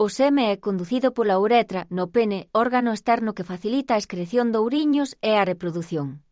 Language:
Galician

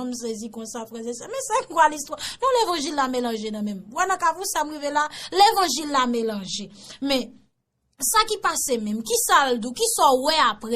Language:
Haitian Creole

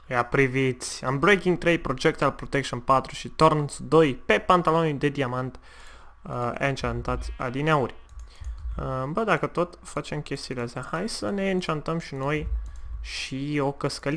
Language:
Romanian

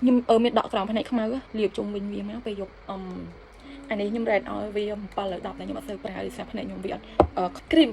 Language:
Khmer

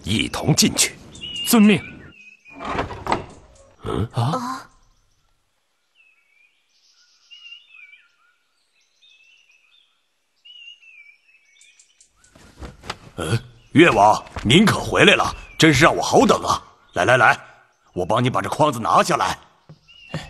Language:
Chinese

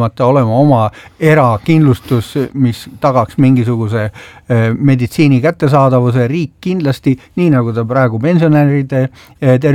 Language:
Estonian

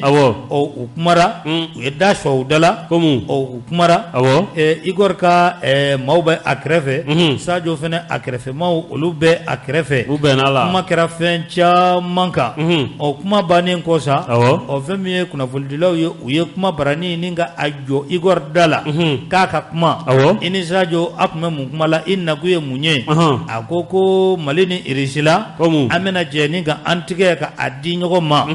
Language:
Bambara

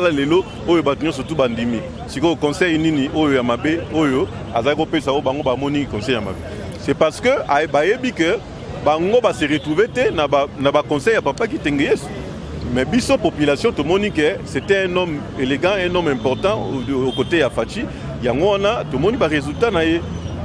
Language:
Lingala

